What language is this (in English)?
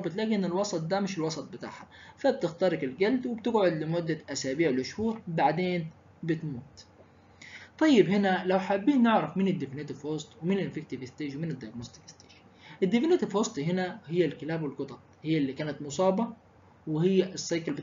Egyptian Arabic